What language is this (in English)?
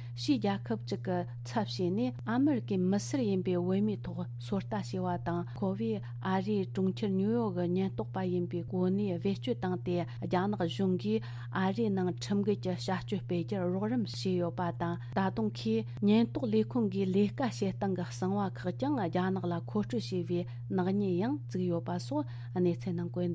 Tibetan